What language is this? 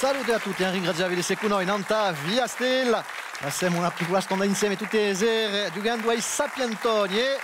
Corsican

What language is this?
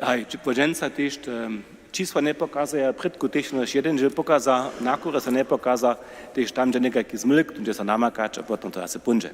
Upper Sorbian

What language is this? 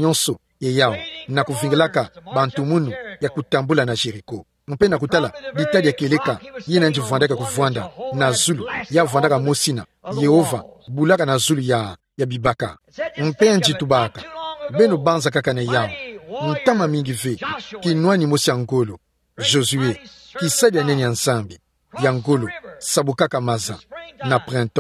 Kituba (Democratic Republic of Congo)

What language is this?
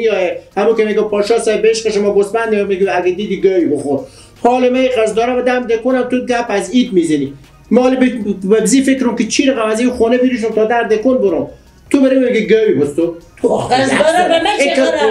Persian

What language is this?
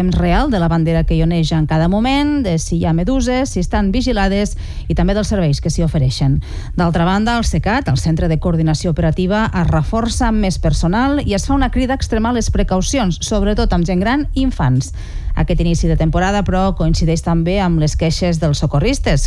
Catalan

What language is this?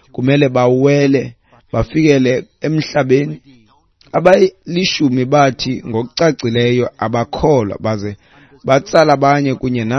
Xhosa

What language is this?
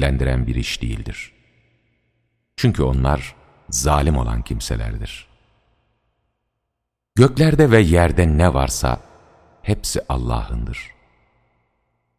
Turkish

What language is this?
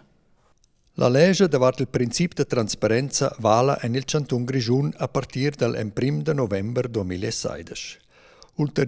Romansh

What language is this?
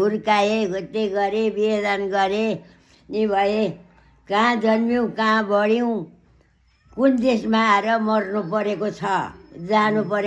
Nepali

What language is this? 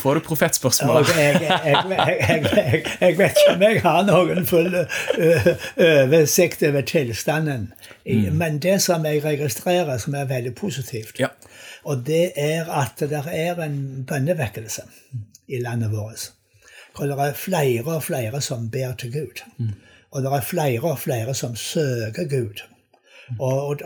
Norwegian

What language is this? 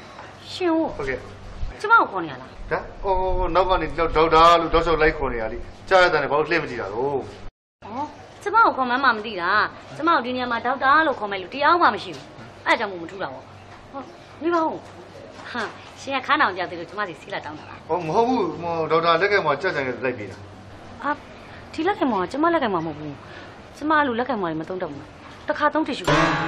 Burmese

